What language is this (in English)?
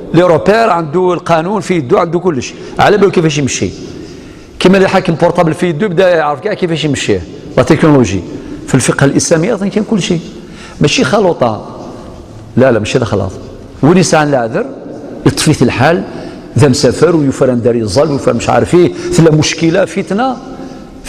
Algerian Arabic